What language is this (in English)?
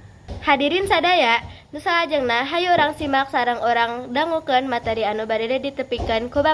Sundanese